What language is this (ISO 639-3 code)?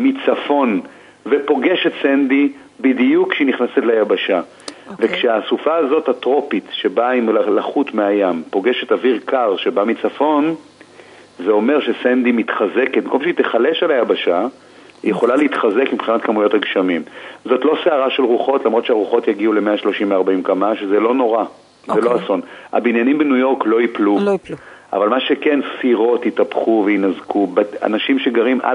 heb